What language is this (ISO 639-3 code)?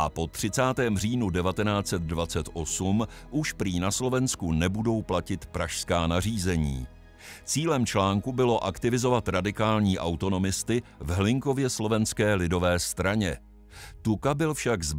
ces